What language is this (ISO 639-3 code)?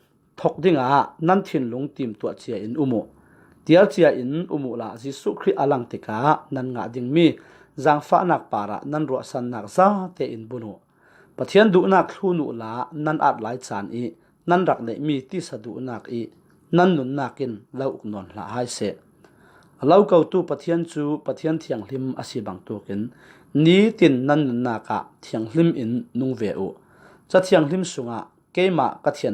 cfm